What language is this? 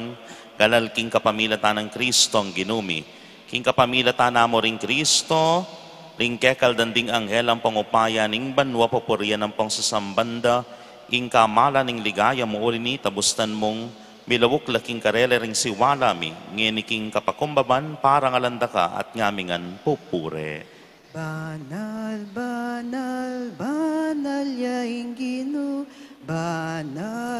Pampanga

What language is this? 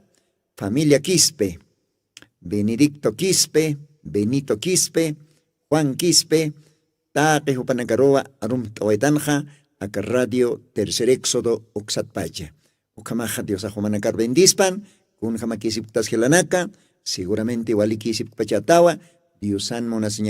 Aymara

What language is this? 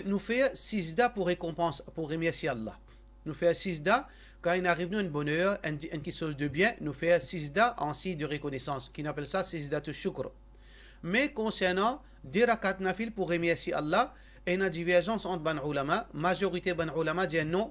Morisyen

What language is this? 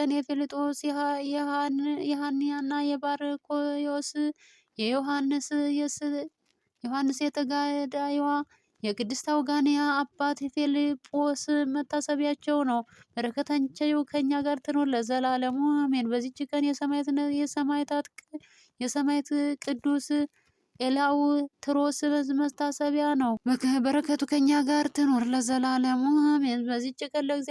Amharic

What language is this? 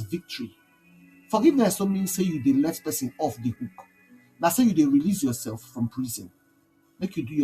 Nigerian Pidgin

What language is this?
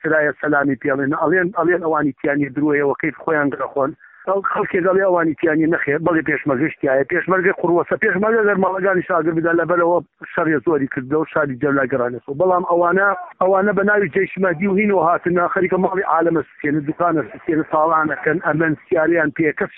Central Kurdish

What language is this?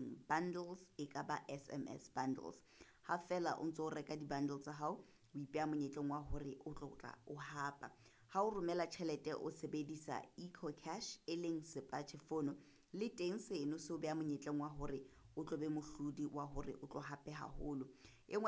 Southern Sotho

